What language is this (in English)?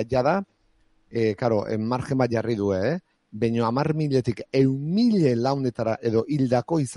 Basque